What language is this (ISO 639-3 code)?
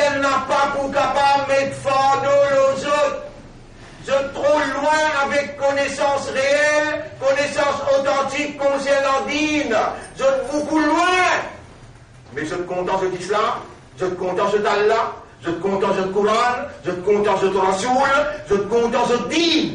mfe